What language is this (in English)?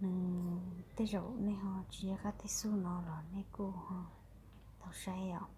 Hmong